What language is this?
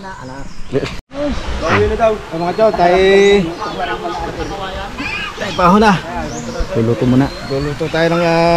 Filipino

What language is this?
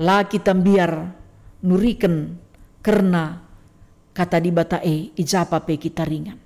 Batak Karo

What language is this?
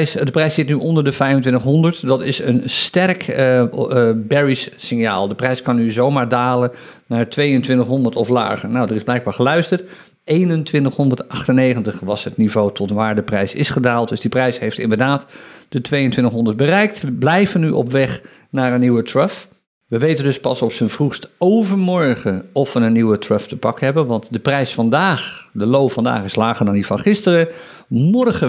Dutch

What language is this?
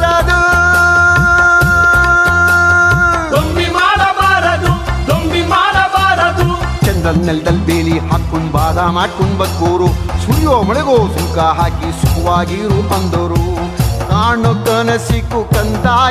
Kannada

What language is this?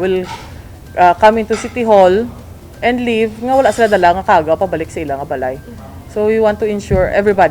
Hiligaynon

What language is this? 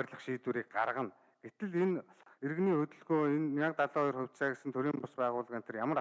Mongolian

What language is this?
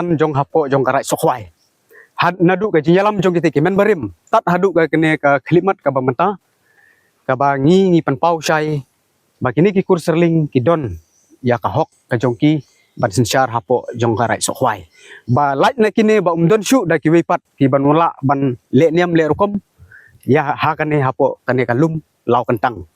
Khasi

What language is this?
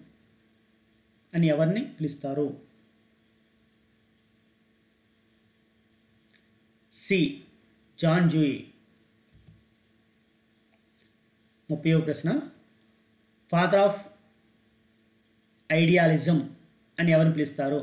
Telugu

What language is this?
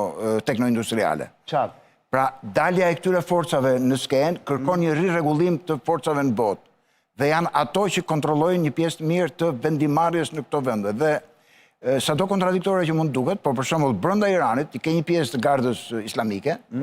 Albanian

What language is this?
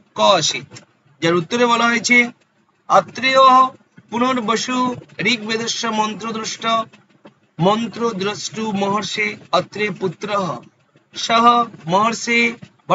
Bangla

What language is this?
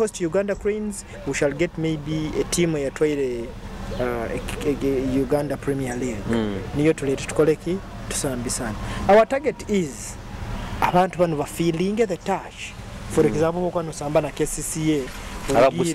Nyoro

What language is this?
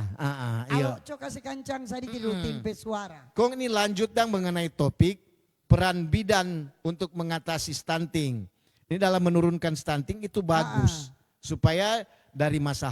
Manado Malay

